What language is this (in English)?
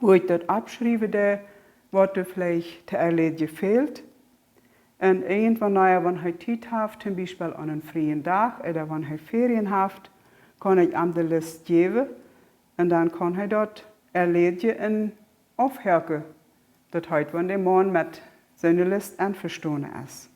Plautdietsch